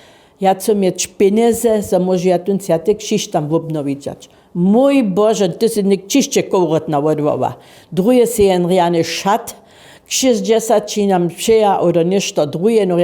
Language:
Upper Sorbian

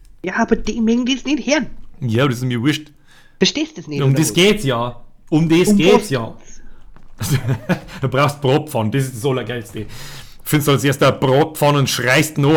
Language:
Bavarian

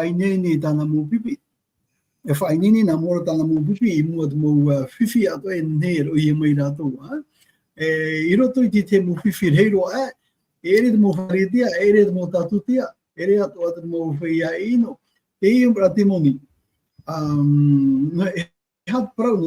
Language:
Tahitian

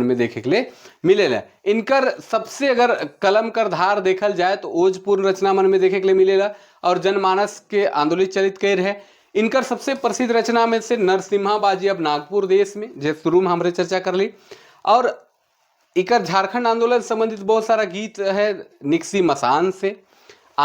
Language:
Sadri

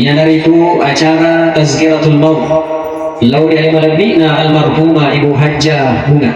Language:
Buginese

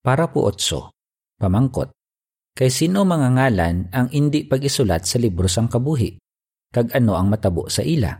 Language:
Hiligaynon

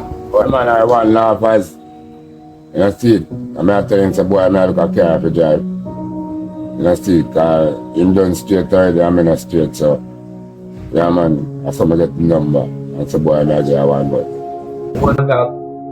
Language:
Jamaican Creole English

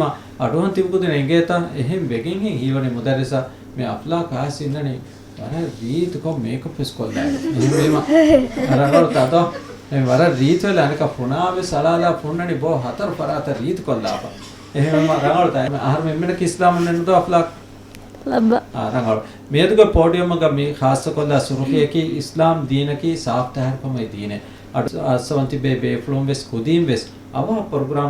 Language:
Divehi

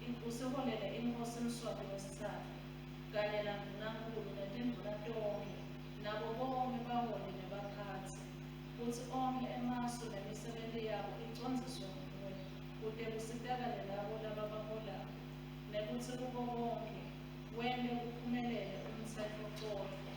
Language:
Swati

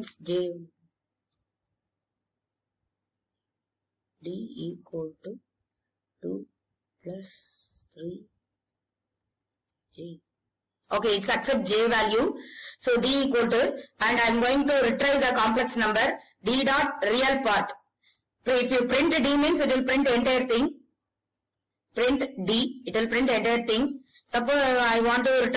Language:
English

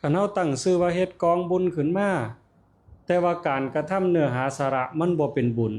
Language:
Northeastern Thai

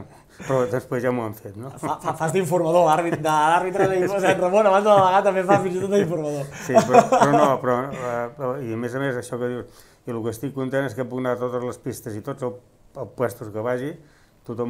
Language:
Catalan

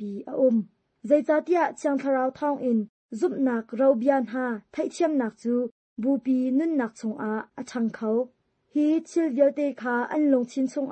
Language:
Hakha Chin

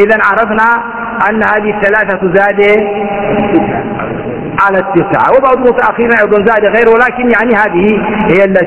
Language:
Arabic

